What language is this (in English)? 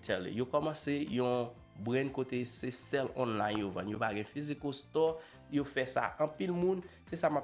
Haitian Creole